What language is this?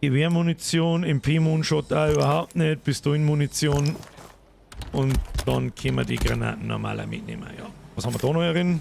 Bavarian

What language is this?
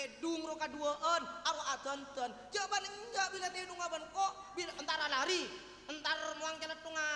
Madurese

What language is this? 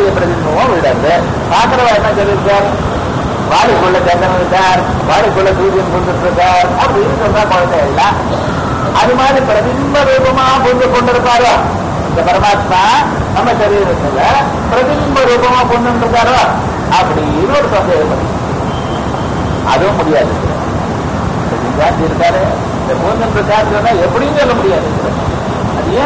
Tamil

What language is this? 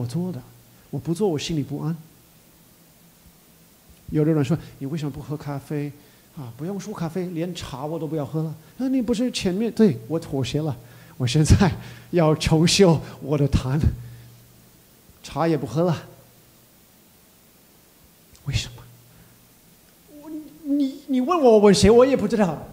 Chinese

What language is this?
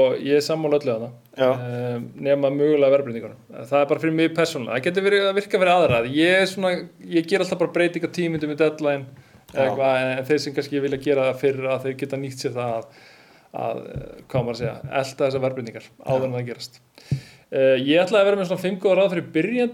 Icelandic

